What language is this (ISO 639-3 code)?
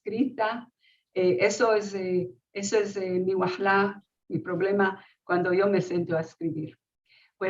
lad